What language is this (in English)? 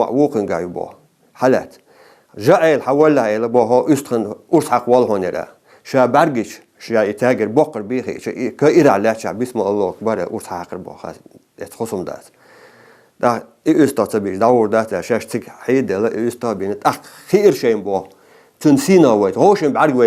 Ingush